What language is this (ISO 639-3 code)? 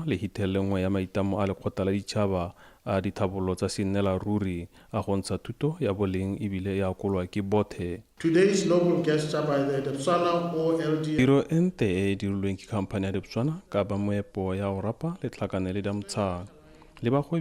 tsn